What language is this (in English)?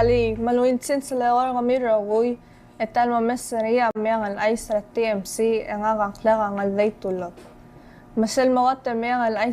Palauan